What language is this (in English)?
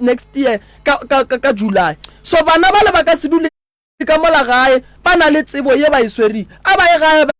Northern Sotho